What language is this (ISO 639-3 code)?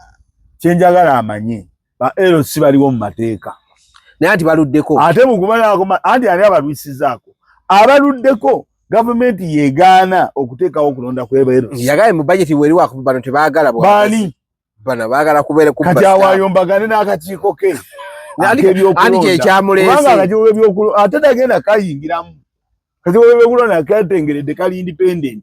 lug